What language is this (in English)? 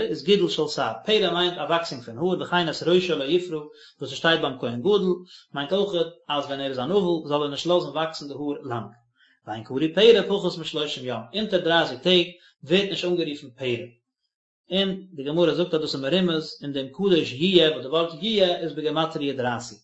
Yiddish